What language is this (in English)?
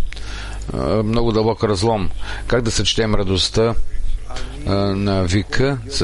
Bulgarian